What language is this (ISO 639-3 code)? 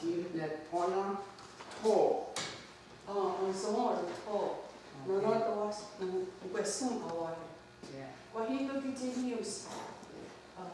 moh